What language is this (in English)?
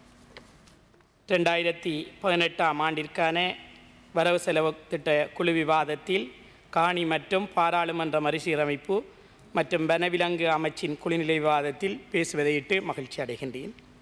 Tamil